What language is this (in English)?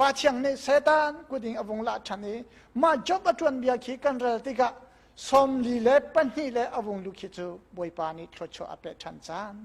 Hakha Chin